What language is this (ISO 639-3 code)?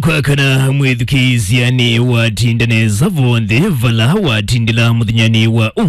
kam